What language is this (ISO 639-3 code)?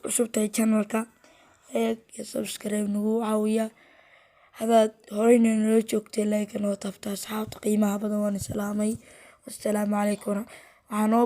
som